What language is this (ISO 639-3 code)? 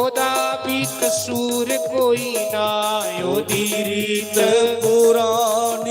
doi